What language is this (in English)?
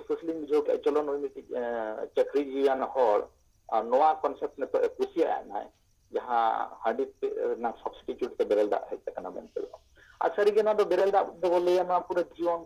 Santali